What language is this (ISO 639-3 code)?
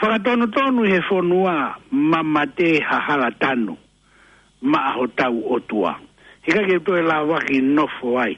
ton